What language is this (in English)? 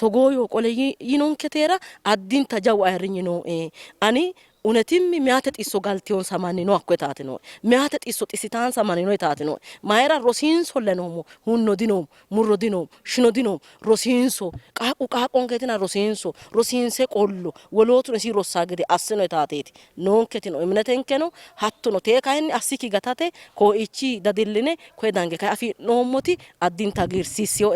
Sidamo